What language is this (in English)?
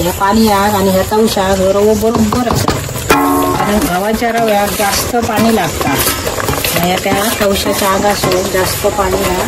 Konkani